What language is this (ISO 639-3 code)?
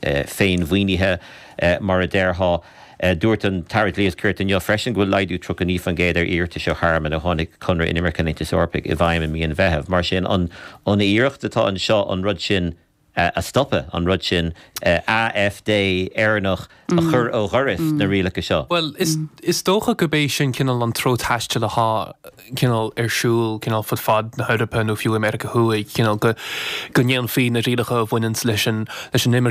gle